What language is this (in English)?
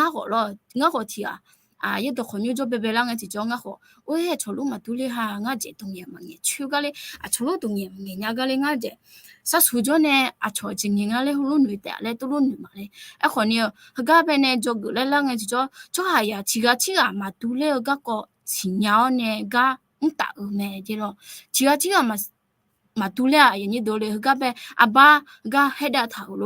Akha